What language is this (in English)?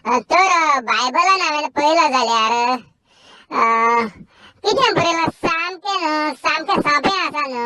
Konkani